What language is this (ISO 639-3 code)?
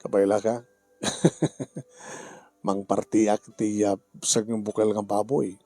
ilo